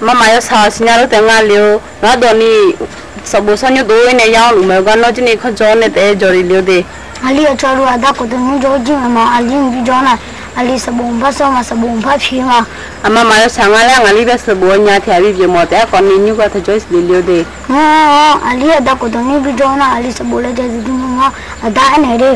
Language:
Akha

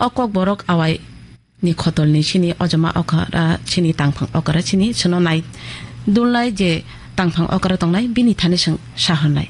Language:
Kok Borok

